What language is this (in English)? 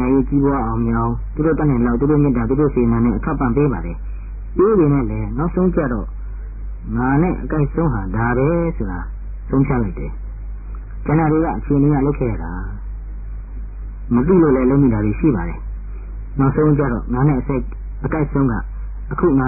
Burmese